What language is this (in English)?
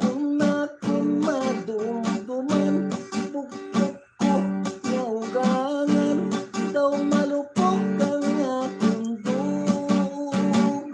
Hiligaynon